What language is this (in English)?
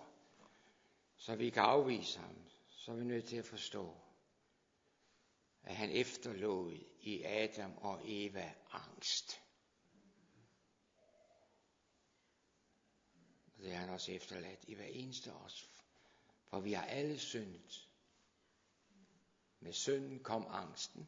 Danish